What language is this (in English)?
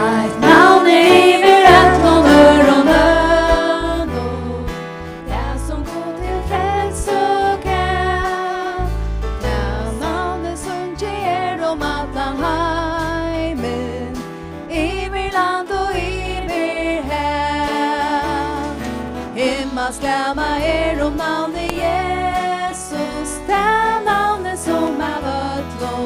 Faroese